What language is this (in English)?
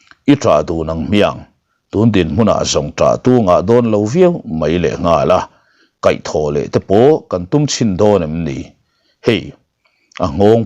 Mizo